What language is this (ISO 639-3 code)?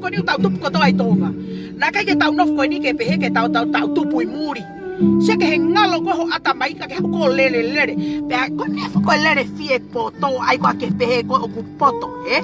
ton